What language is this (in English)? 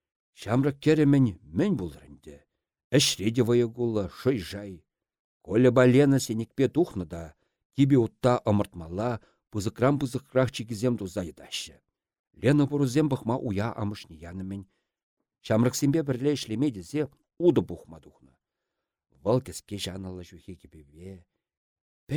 Chuvash